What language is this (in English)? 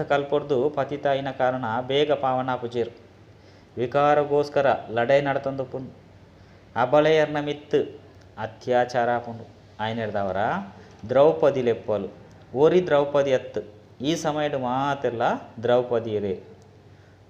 Tulu